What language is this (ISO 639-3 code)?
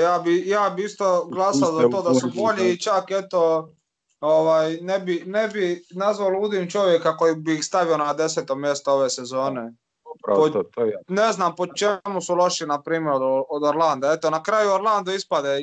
hrv